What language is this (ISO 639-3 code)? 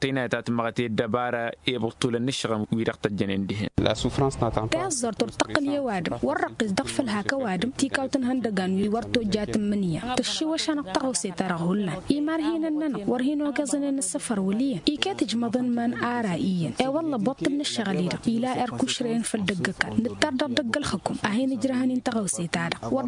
taq